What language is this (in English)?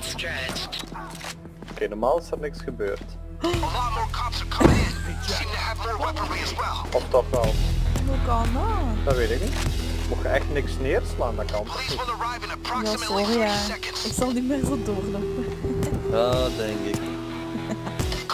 Dutch